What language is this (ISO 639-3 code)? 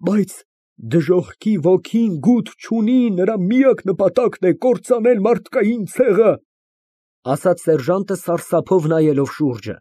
hye